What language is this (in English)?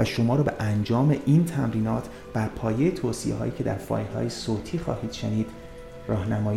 Persian